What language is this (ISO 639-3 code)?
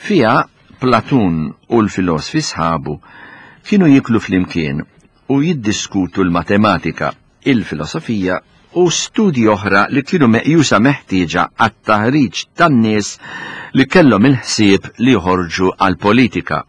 mlt